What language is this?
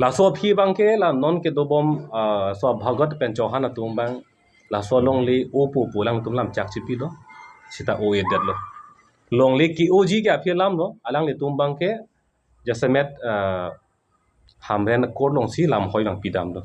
Karbi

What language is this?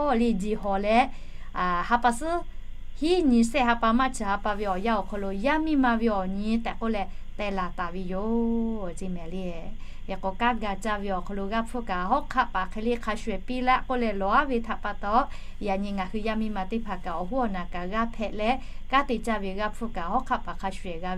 Lahu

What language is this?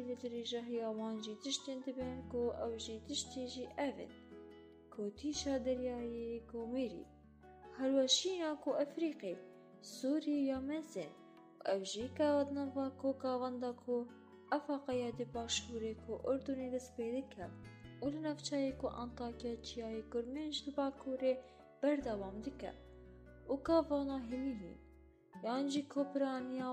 Kurdish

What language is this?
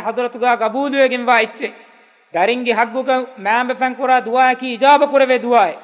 Divehi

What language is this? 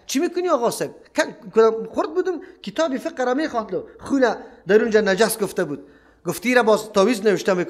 Persian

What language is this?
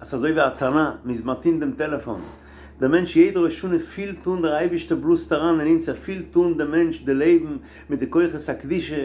Yiddish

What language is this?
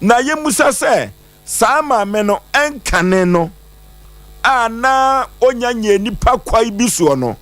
Akan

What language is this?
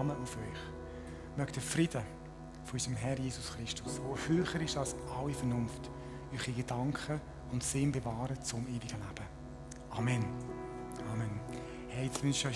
Swiss German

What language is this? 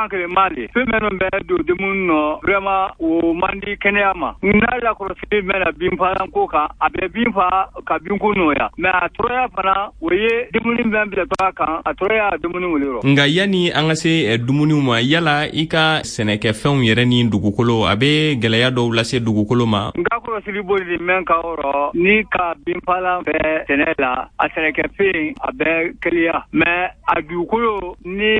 Bambara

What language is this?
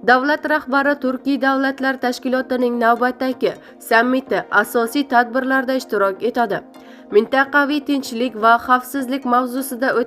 Uzbek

